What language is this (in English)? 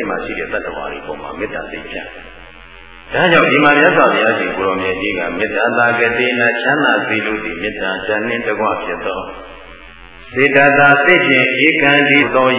Burmese